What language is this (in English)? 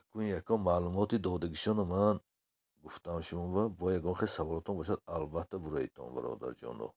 Tajik